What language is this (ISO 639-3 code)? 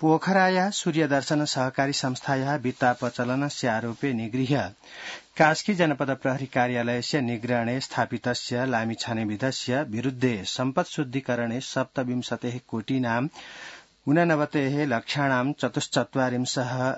san